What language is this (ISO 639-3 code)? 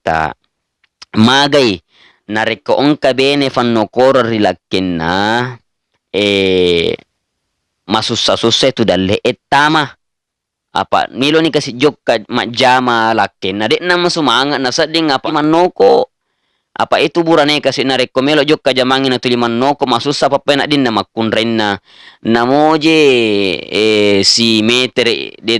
bug